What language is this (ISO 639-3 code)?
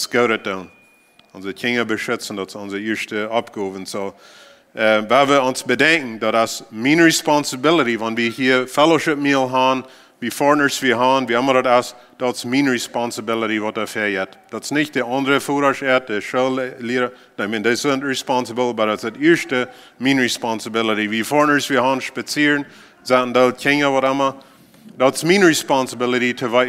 pdt